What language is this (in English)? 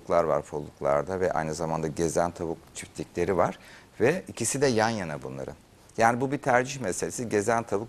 Turkish